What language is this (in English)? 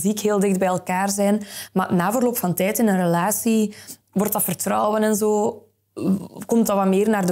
Dutch